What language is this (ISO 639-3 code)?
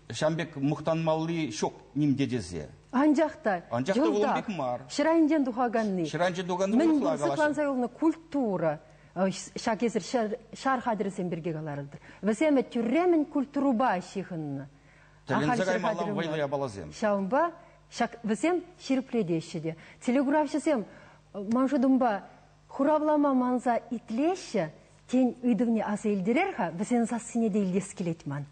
chv